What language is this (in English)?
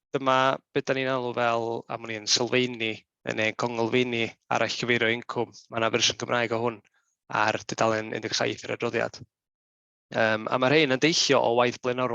Welsh